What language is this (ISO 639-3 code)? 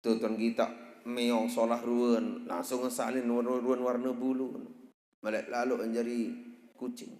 sas